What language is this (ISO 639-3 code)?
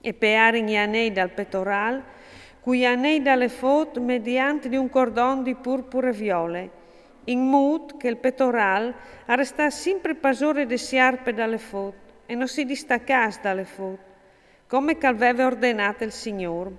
fur